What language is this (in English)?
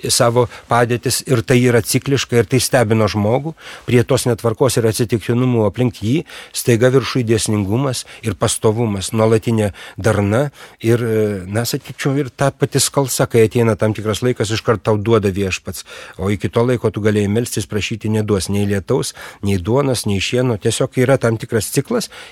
Lithuanian